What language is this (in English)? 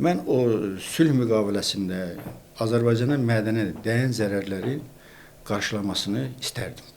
Azerbaijani